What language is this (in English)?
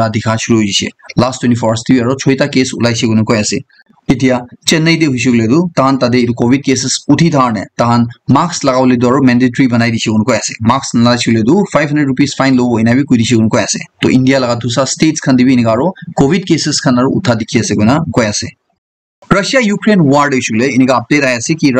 Naga Pidgin